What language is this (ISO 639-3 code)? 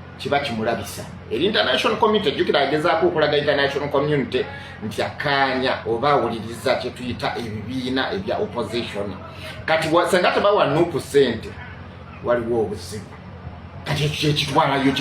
lug